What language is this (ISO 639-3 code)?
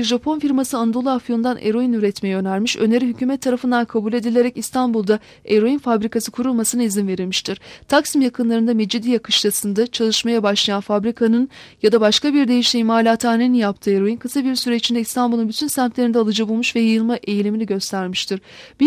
tur